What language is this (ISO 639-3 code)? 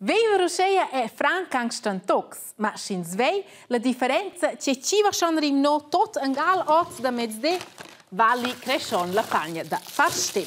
roh